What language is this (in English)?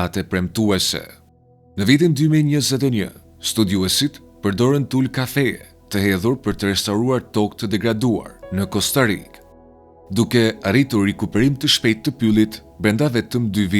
Albanian